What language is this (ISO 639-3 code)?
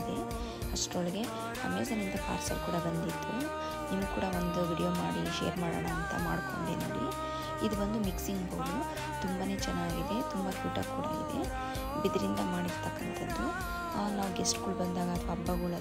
kan